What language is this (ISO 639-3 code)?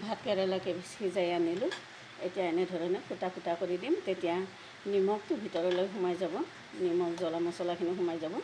asm